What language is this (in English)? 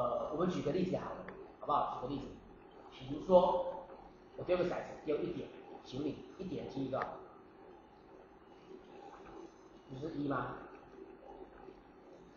Chinese